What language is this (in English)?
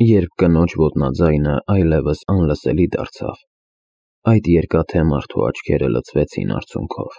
Armenian